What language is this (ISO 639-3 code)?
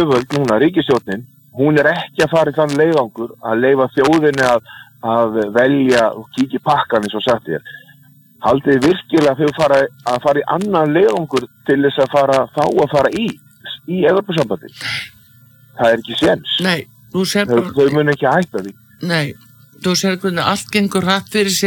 isl